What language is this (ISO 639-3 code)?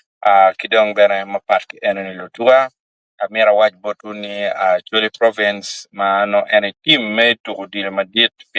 ach